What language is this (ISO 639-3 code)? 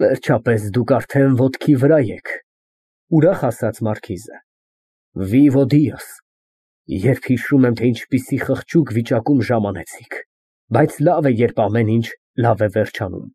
hye